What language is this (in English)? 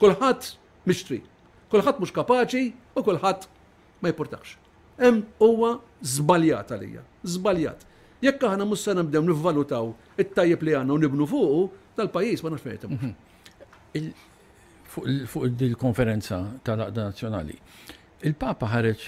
Maltese